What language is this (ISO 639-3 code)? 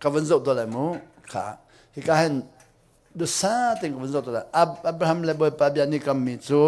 cnh